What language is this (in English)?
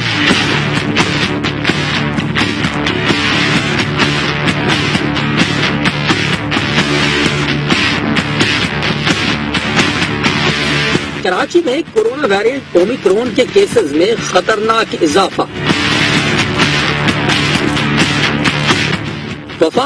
Urdu